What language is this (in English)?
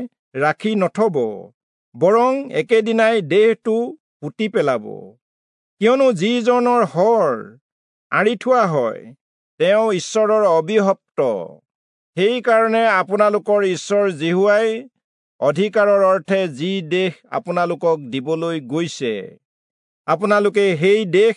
Assamese